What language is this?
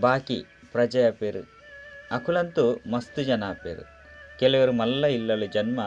Tulu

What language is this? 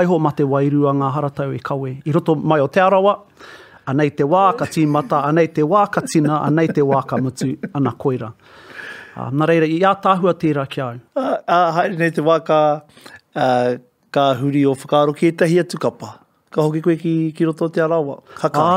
Māori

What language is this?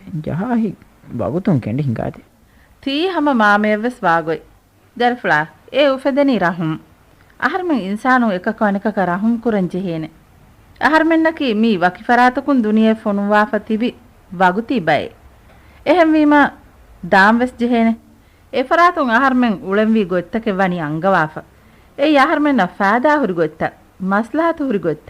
Divehi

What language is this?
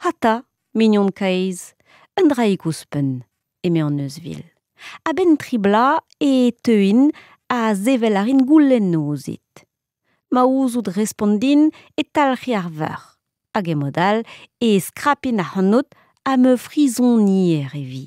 Breton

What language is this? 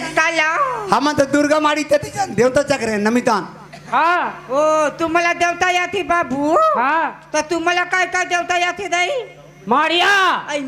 Chhattisgarhi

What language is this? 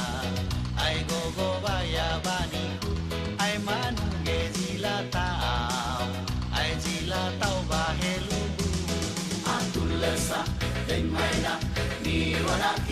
Nias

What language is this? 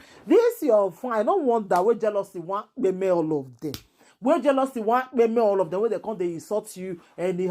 Nigerian Pidgin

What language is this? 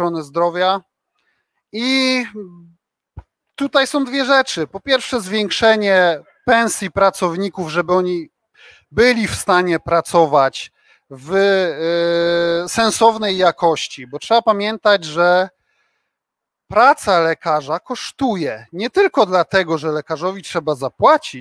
Polish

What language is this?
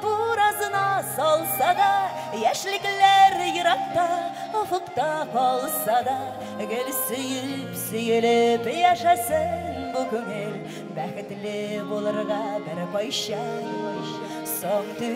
Bashkir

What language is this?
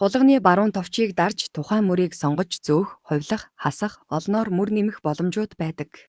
Mongolian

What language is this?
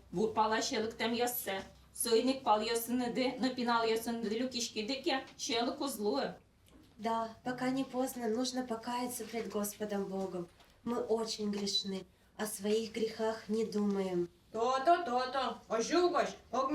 Udmurt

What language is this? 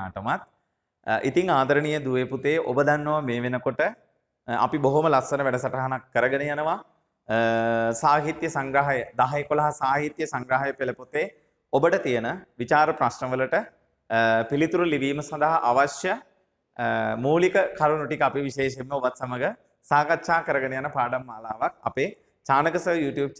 Sinhala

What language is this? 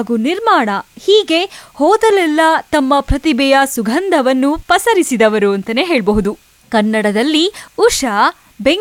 Kannada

